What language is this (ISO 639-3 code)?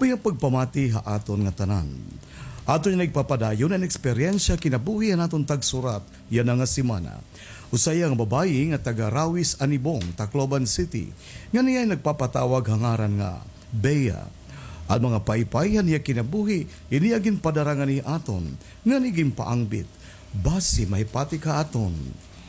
war